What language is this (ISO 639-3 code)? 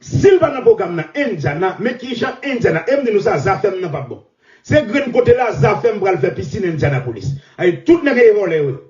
hat